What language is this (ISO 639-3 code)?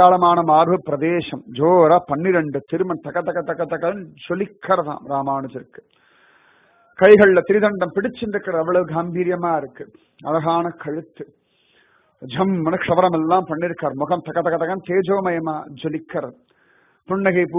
tam